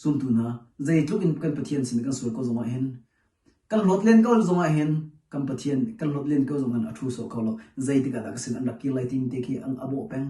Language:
Hakha Chin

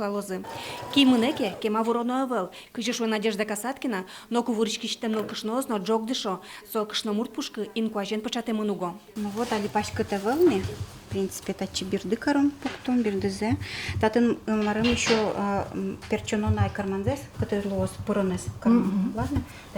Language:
Udmurt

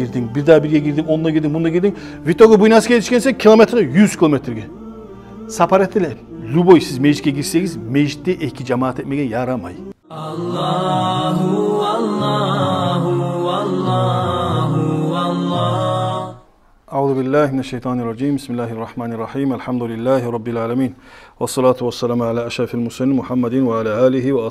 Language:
Kumyk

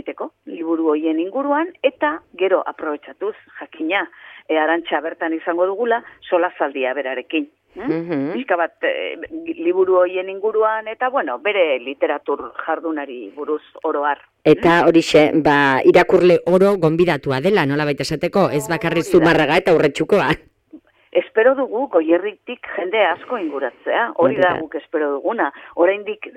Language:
Basque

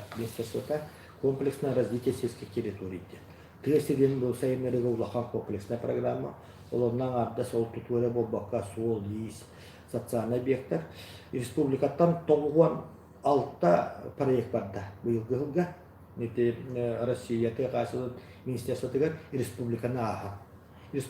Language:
Yakut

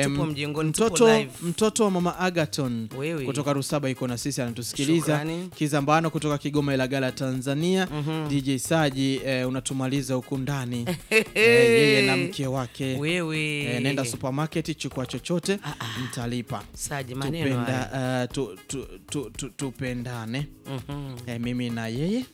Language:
Swahili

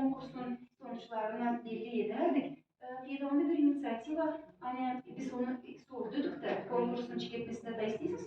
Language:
Gagauz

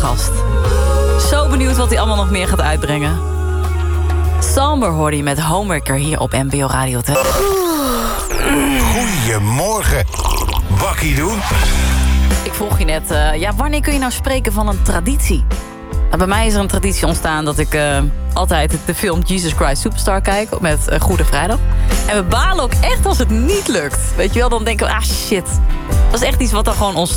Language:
Dutch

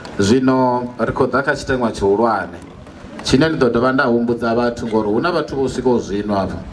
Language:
Venda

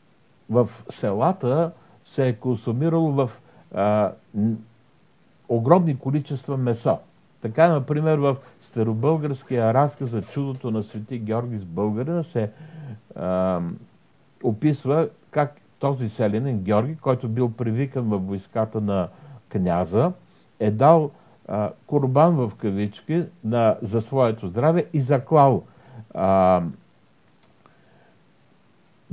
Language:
Bulgarian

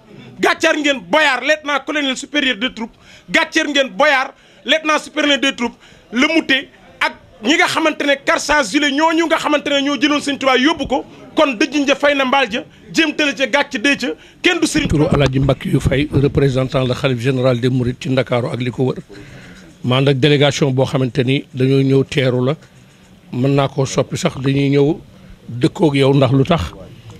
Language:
Wolof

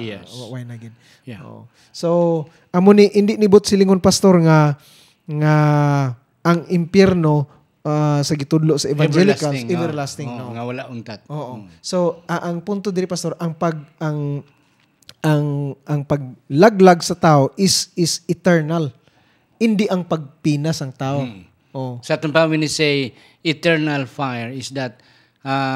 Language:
Hiligaynon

